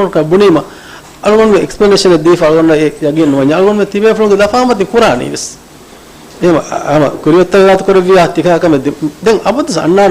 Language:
Divehi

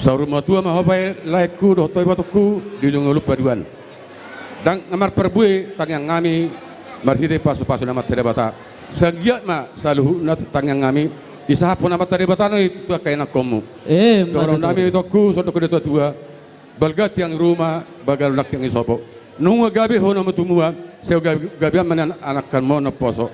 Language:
Batak Toba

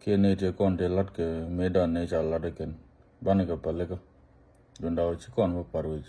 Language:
Nuer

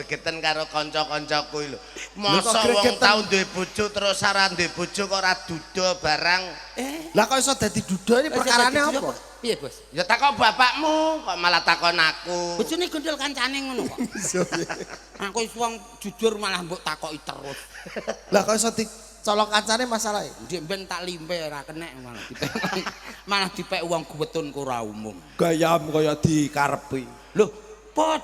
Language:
Javanese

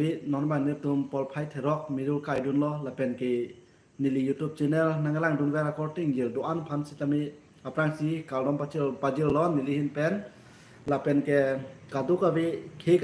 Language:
Karbi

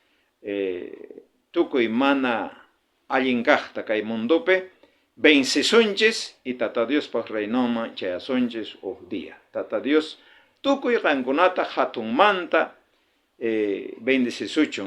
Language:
South Bolivian Quechua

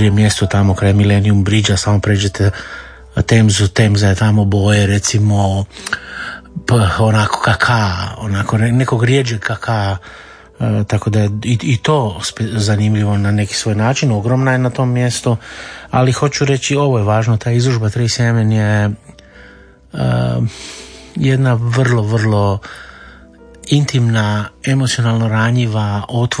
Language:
Croatian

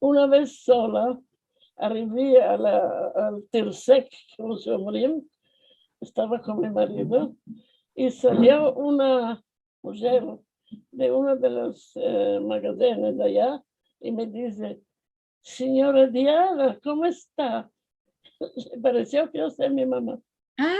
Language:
Ladino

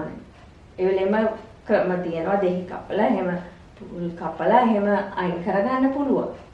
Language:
Sinhala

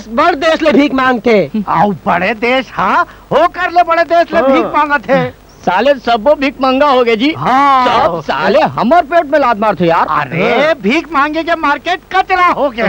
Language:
Chhattisgarhi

